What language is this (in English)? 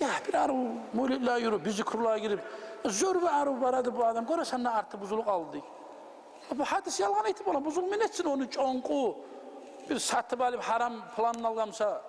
Kumyk